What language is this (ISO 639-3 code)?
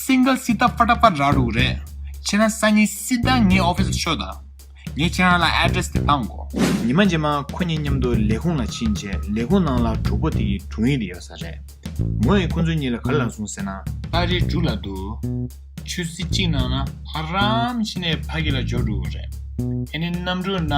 bod